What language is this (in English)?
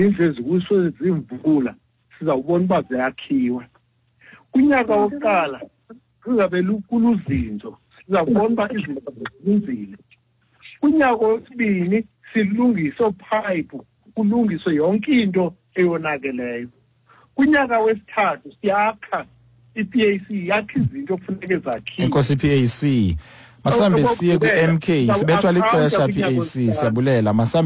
Xhosa